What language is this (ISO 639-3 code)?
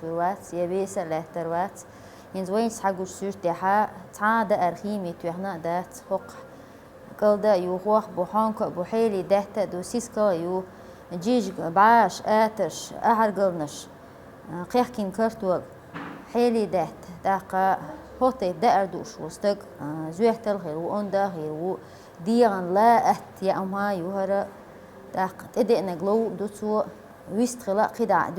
che